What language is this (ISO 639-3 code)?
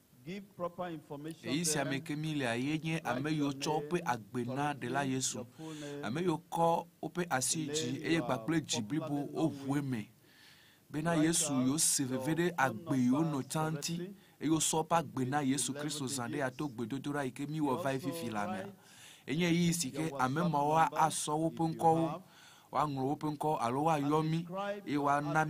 ewe